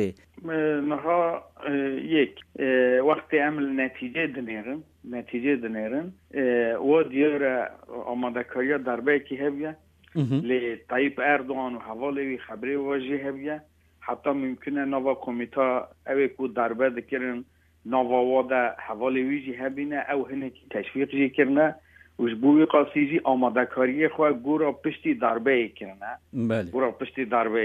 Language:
Kurdish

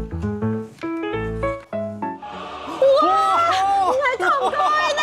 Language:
Hakka Chinese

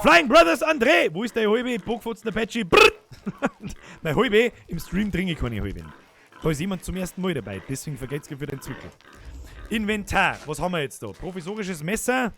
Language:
Bavarian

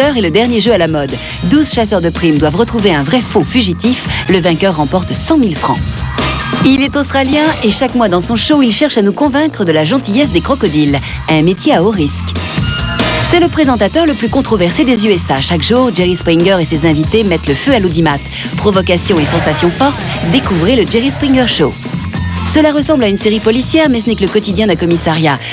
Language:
French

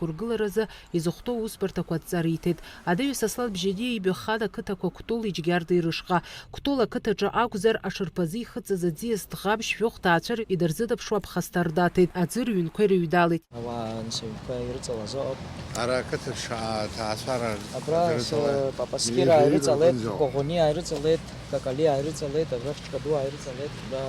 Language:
Abkhazian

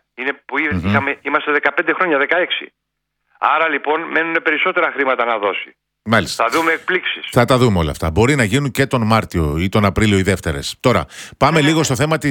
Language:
Greek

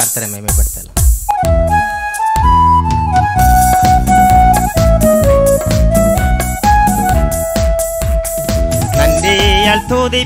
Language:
Tamil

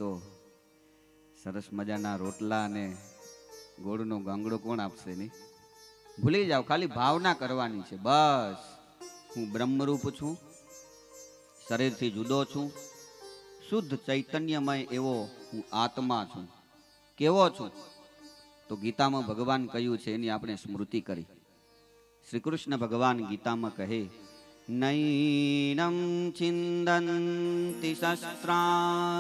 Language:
Gujarati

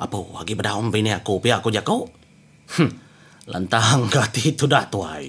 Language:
Iban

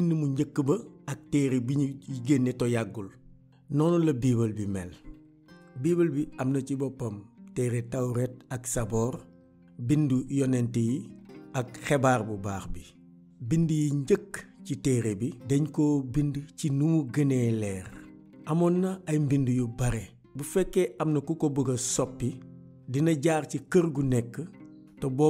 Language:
Wolof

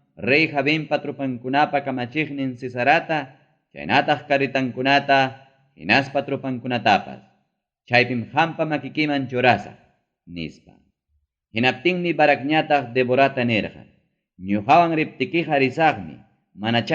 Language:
Ayacucho Quechua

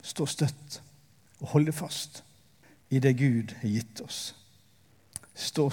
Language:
Norwegian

